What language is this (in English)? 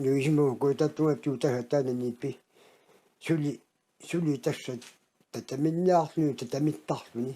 Kalaallisut